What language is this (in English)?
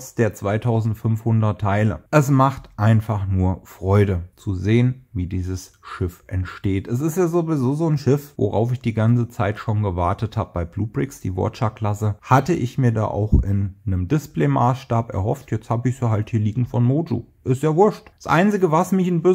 German